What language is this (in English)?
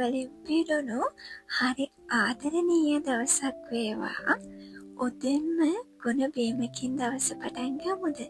Sinhala